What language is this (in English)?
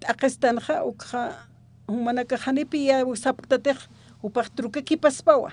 Aymara